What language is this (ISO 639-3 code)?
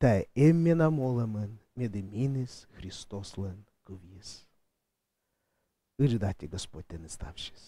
kom